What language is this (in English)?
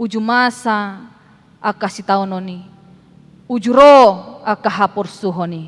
Batak Toba